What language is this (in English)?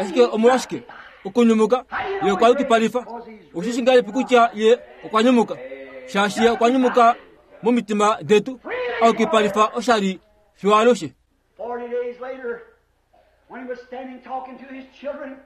Kuanyama